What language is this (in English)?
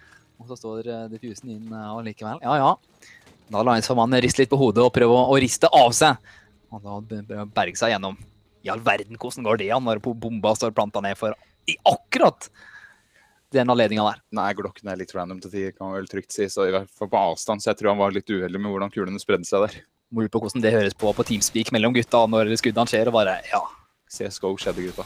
Norwegian